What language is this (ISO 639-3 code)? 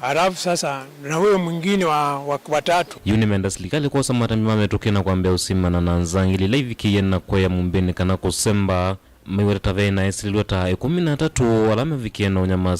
kam